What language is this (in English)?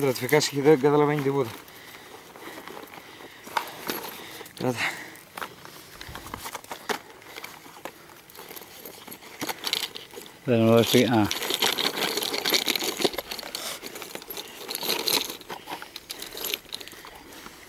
Greek